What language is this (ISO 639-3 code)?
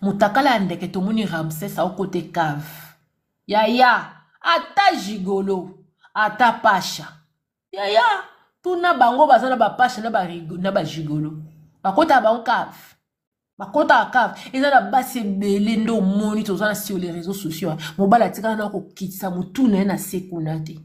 lin